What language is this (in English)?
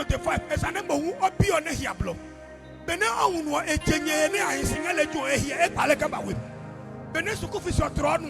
Adangme